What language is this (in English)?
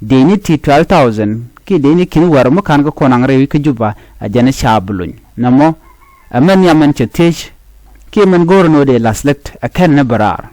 Nuer